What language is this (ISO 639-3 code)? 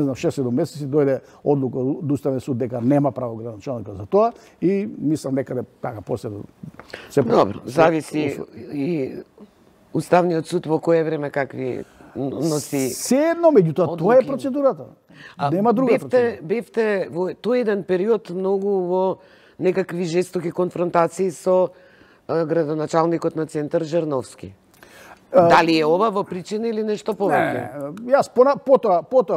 mkd